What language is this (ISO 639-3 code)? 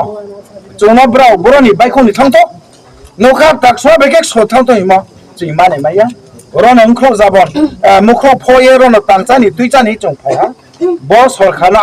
ria